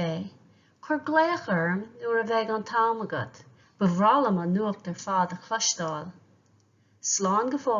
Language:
Irish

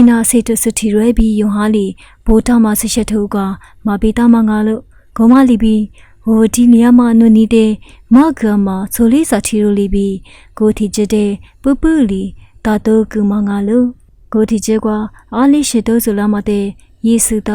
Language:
Lisu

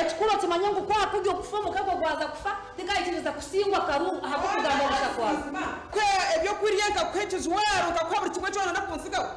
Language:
Nyankole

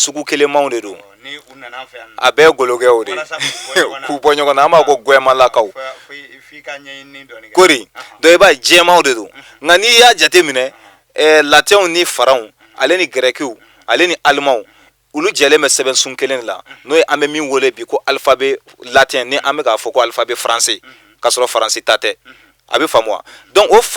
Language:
Bambara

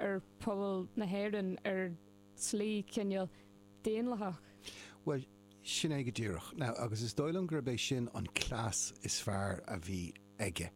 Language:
Irish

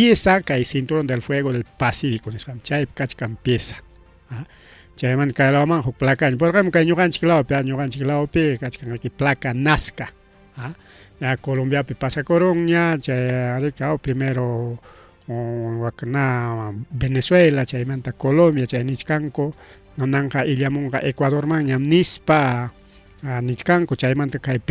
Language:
Ayacucho Quechua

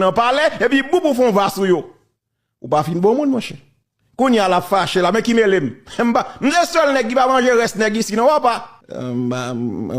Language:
Haitian Creole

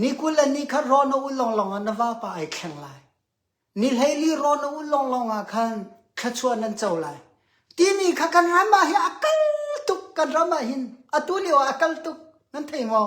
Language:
Hakha Chin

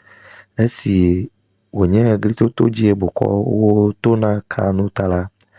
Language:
Ewe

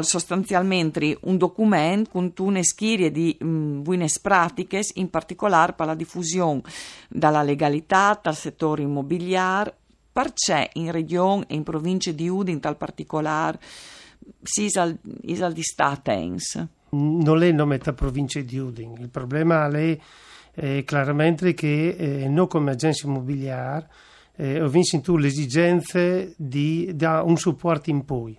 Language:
Friulian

